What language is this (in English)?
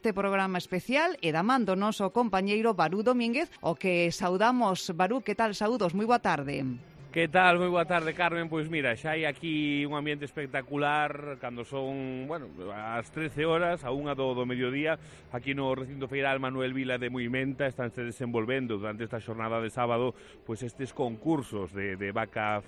Galician